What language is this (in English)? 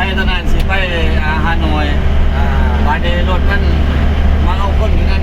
Lao